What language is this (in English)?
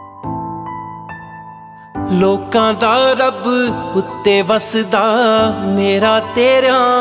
Punjabi